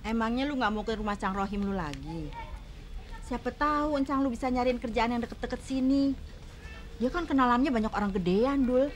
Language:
Betawi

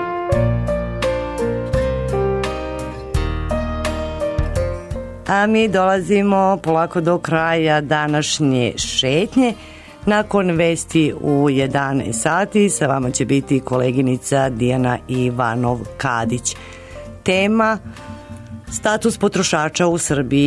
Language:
Serbian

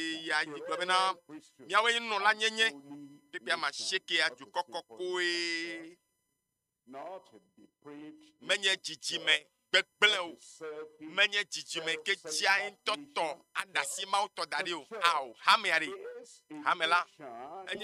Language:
Ewe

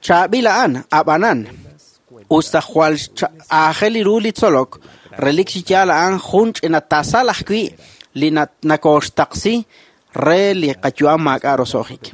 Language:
Kekchí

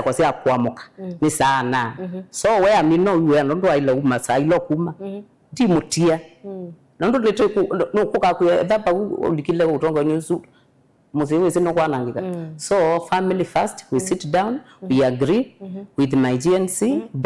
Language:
Kamba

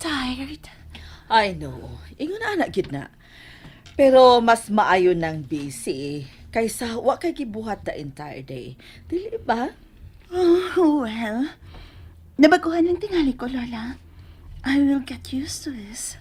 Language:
Cebuano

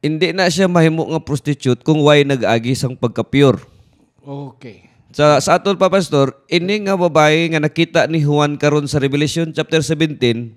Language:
Hiligaynon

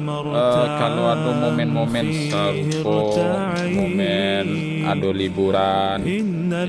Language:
Minangkabau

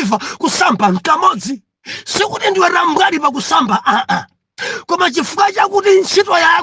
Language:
Nyanja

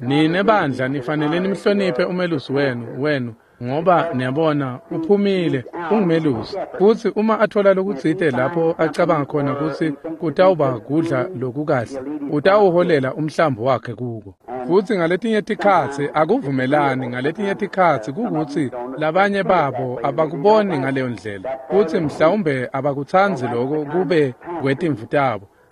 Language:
Swati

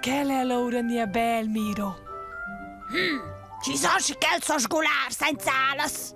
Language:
Romansh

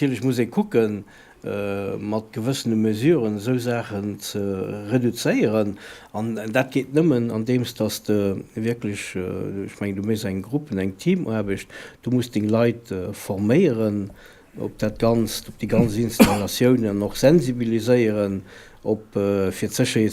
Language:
Luxembourgish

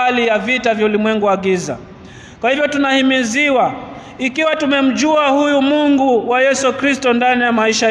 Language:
Swahili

